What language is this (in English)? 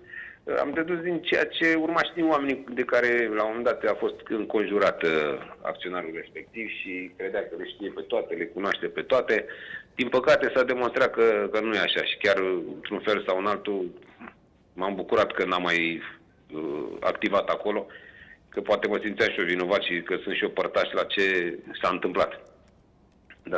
Romanian